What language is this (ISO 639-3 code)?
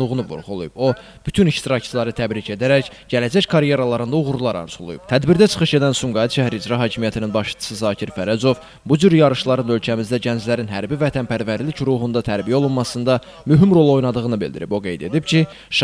aze